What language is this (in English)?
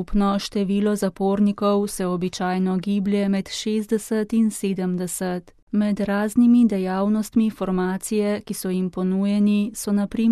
Slovenian